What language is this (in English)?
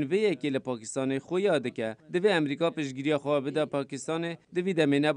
Kurdish